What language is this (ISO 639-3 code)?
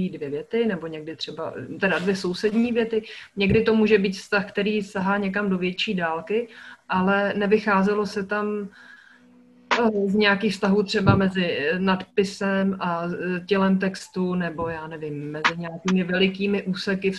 ces